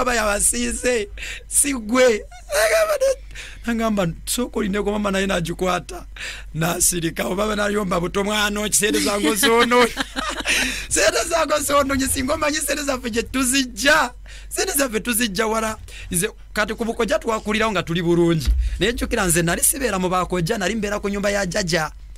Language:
Ganda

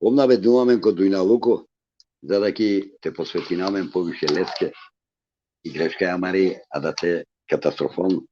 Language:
Balkan Romani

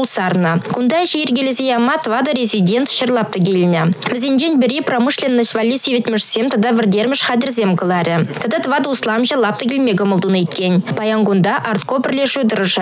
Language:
Chuvash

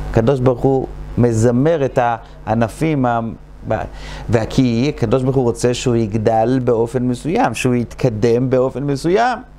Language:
Hebrew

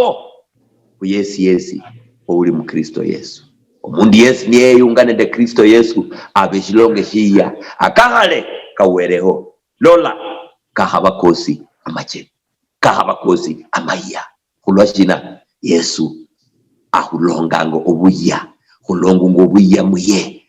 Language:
Luyia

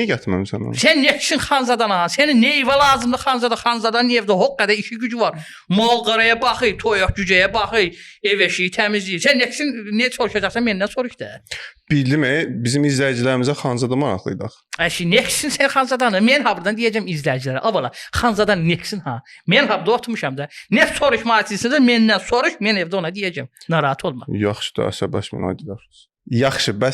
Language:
Azerbaijani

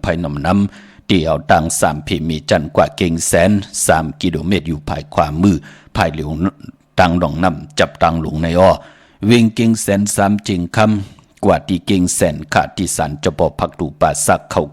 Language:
Shan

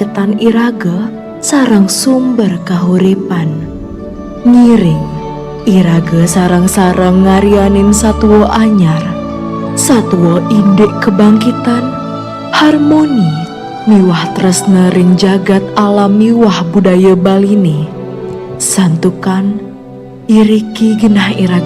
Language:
Balinese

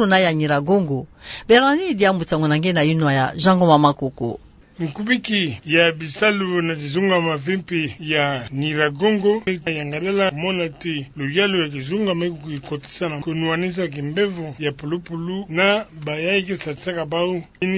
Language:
Kituba (Democratic Republic of Congo)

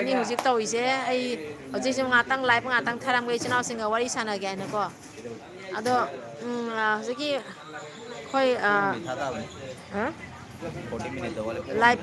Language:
Manipuri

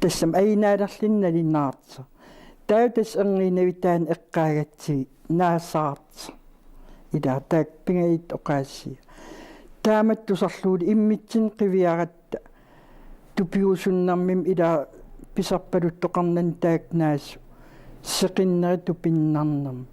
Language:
Kalaallisut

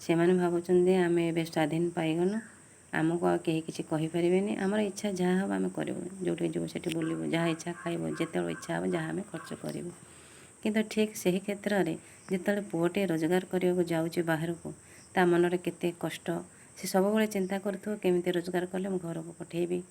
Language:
Odia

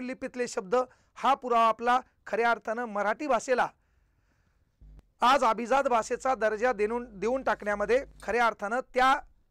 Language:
Marathi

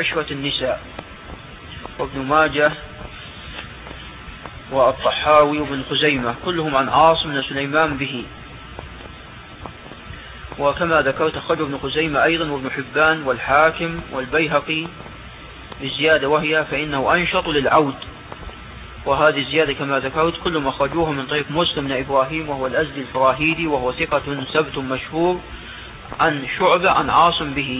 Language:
Arabic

